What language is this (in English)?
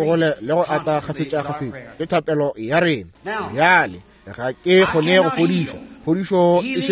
Northern Sotho